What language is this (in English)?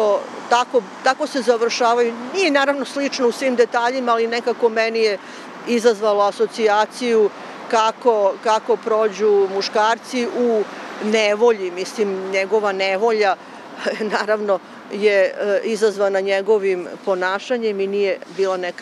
Serbian